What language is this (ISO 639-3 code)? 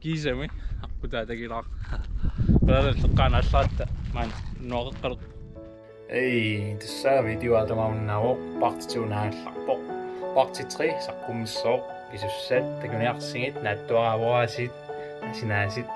kal